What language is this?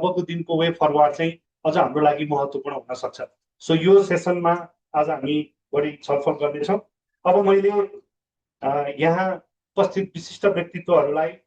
Nepali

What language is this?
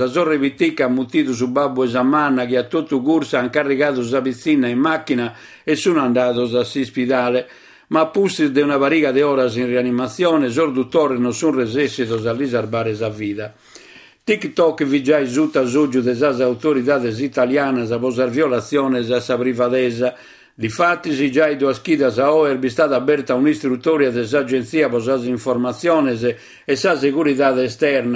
Sardinian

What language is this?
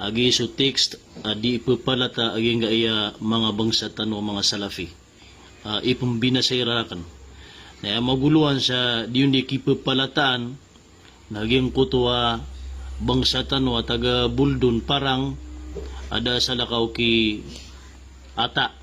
Maranao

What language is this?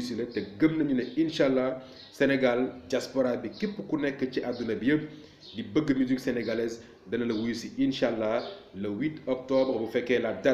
Wolof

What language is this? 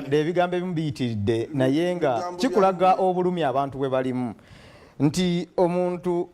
Soga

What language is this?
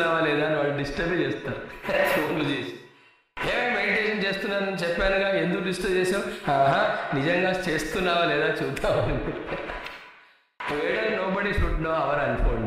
Telugu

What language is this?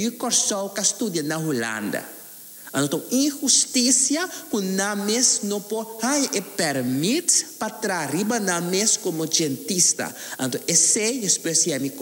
Papiamento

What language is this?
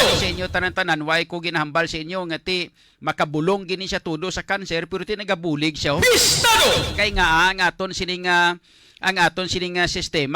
Hiligaynon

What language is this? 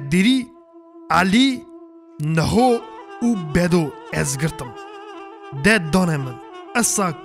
Kurdish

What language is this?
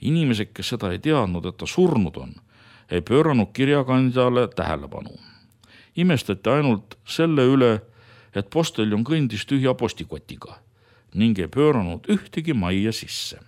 Estonian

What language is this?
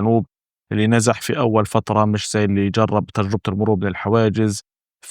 North Levantine Arabic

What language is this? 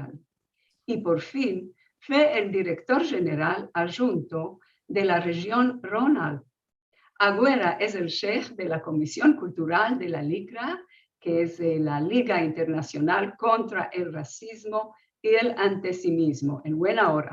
Ladino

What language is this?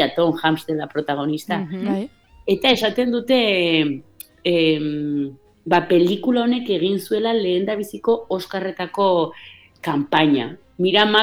Basque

